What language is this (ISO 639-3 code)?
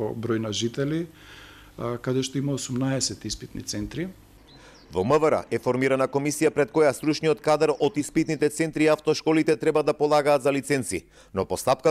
mkd